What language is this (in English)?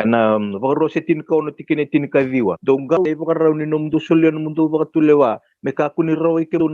Fijian